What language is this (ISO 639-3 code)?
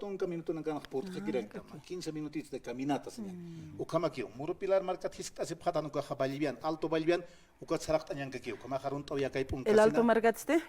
aym